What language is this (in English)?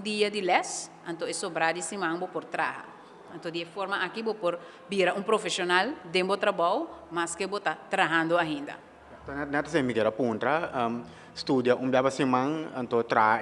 Papiamento